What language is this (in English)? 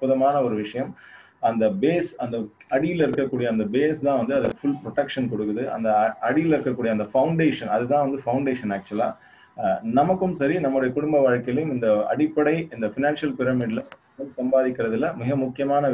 Tamil